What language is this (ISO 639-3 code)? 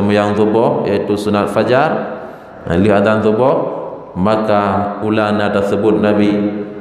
ace